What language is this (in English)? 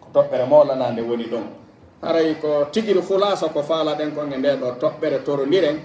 Pular